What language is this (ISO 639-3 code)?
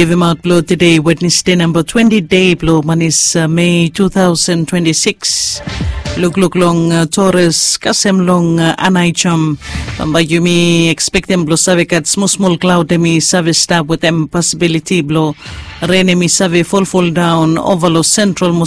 bis